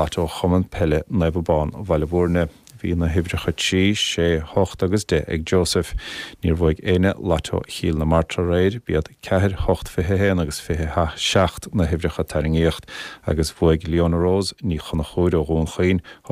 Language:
Irish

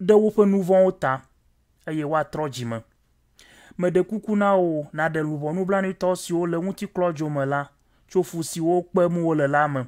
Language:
Ewe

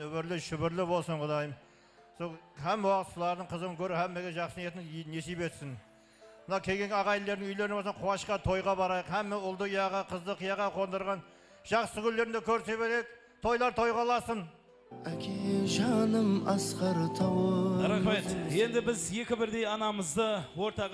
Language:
Kara-Kalpak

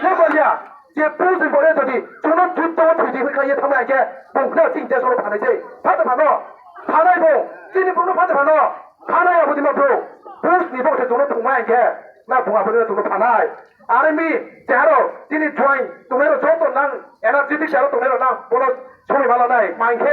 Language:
Riang (India)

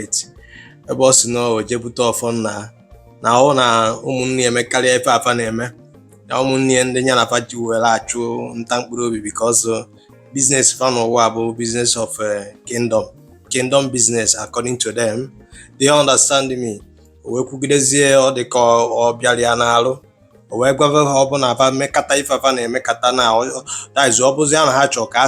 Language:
Igbo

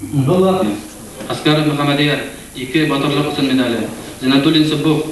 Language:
Bashkir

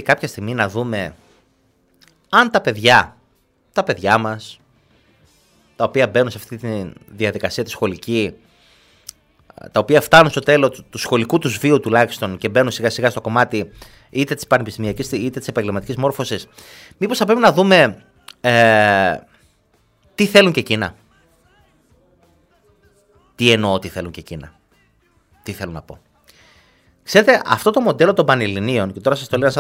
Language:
Greek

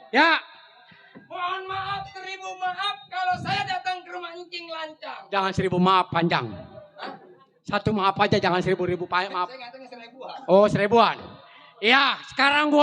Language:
Betawi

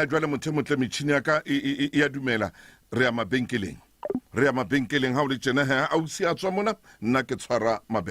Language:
Southern Sotho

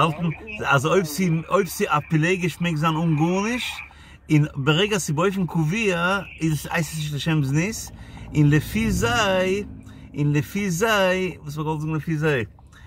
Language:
Yiddish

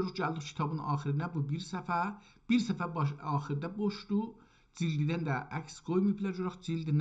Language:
South Azerbaijani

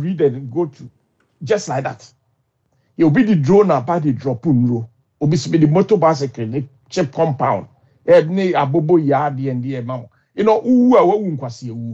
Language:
Akan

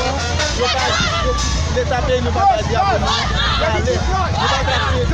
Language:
Haitian Creole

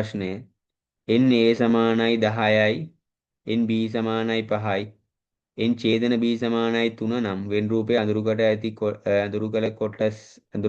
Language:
Sinhala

